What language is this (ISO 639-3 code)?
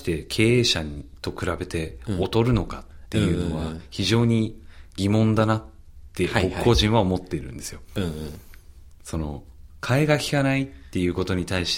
jpn